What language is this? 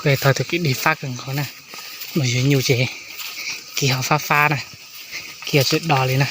Hmong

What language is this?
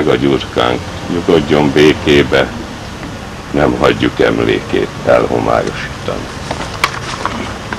Hungarian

